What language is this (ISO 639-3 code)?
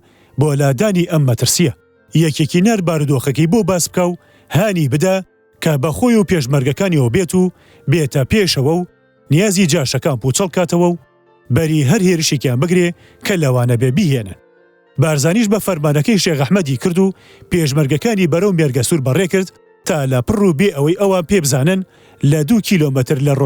ckb